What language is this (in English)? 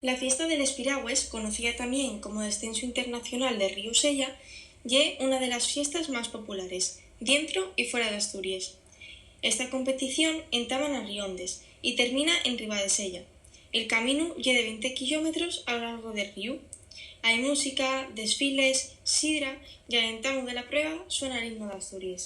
Asturian